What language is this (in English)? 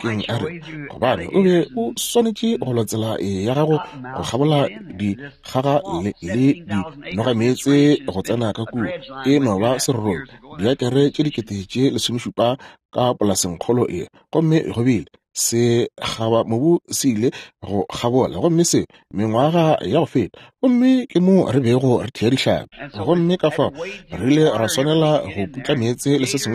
Northern Sotho